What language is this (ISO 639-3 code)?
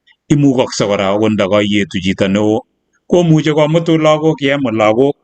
kln